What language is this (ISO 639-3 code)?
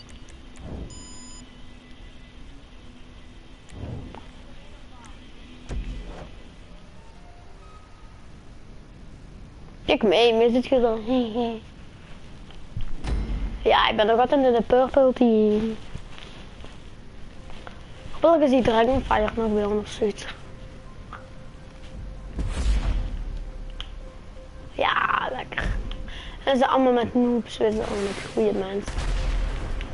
nld